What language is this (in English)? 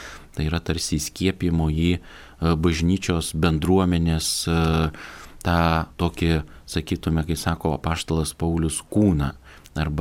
Lithuanian